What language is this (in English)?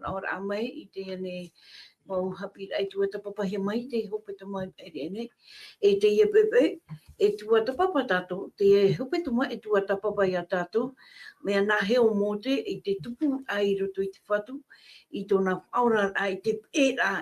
Tahitian